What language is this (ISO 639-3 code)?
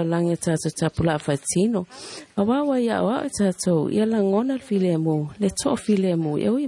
smo